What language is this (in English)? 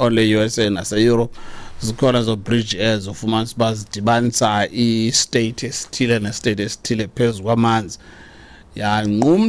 Xhosa